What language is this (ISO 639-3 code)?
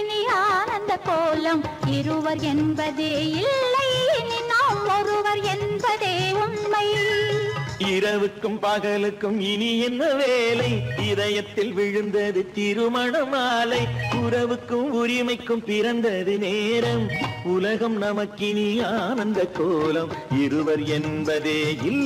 tam